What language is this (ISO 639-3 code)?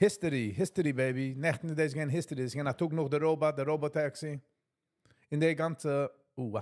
yid